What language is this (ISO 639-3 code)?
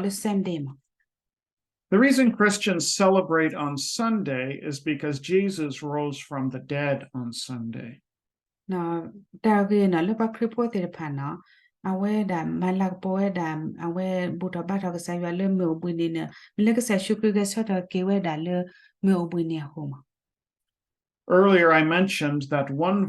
ksw